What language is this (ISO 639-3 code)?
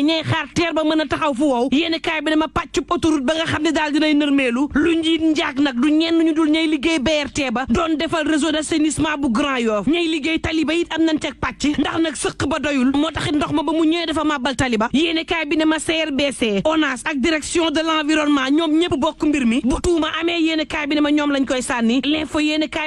wol